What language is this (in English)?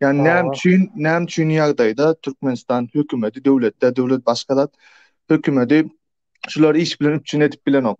Turkmen